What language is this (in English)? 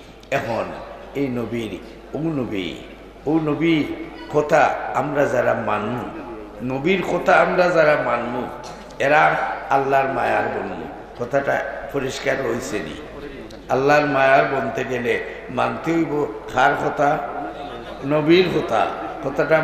Sylheti